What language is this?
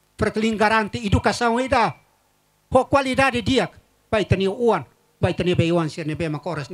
Tetum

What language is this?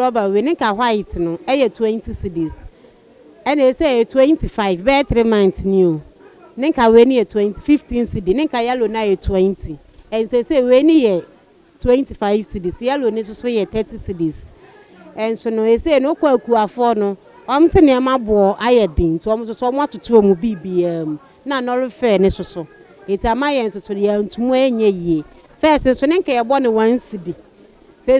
Akan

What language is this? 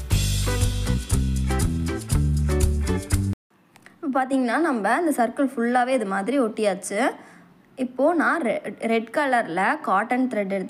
Tamil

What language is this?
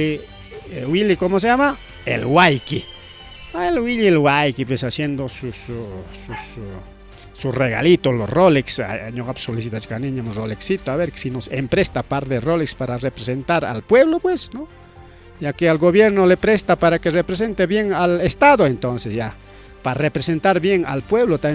Ayacucho Quechua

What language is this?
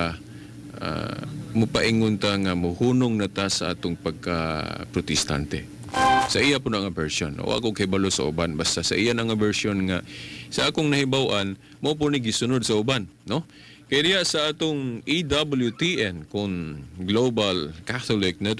Cebuano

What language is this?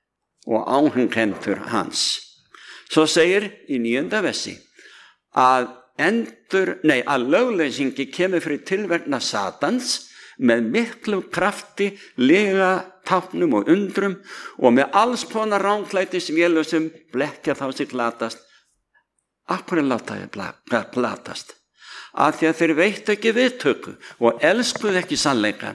Icelandic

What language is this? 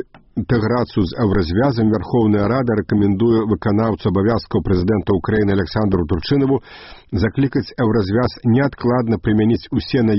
Belarusian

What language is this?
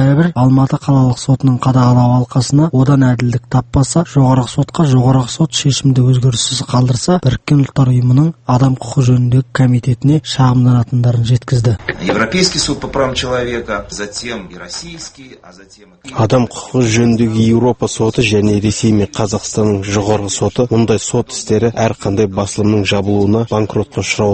Kazakh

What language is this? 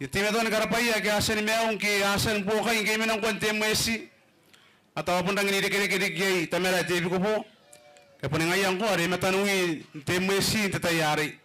Gilbertese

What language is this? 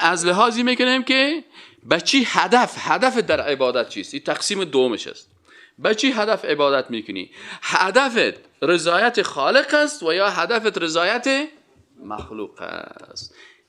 Persian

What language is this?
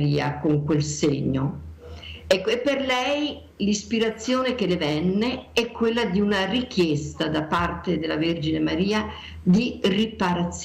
Italian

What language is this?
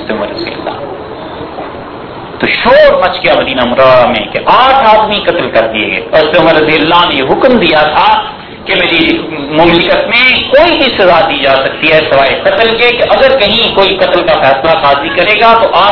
Urdu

